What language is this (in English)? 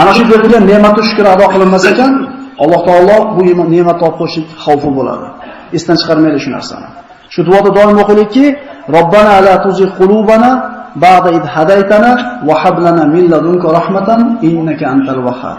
Uzbek